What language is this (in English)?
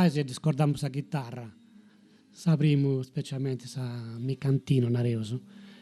Sardinian